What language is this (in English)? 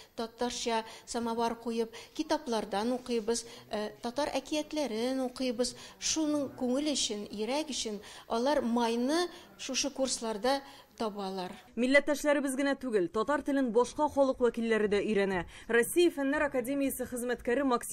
Tatar